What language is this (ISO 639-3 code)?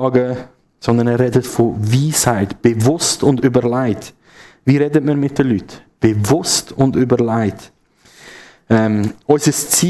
gsw